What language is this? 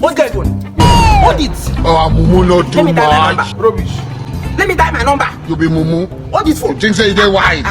Nigerian Pidgin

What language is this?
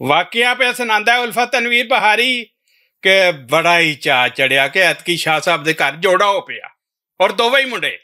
Western Panjabi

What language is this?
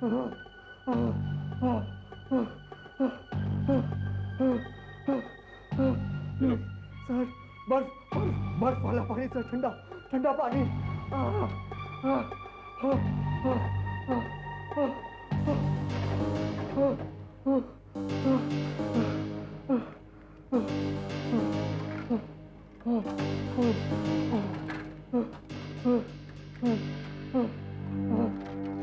Hindi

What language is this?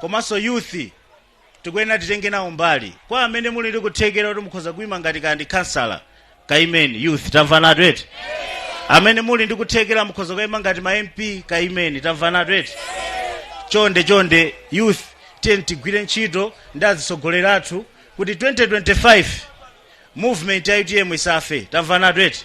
Nyanja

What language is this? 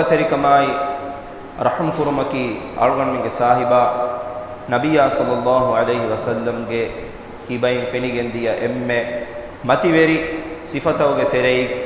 Divehi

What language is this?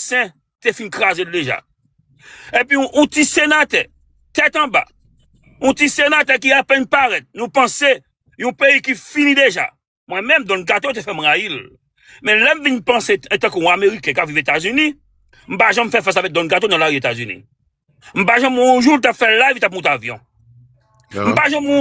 Haitian Creole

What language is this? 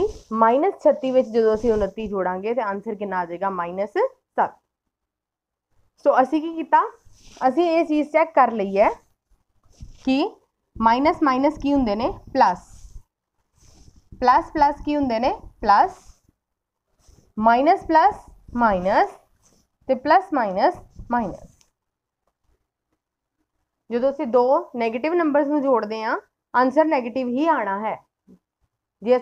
Punjabi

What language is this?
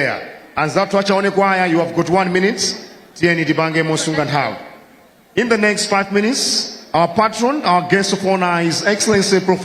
Nyanja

